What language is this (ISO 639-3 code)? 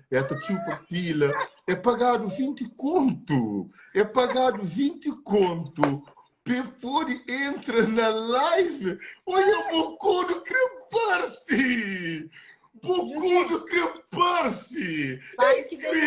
kea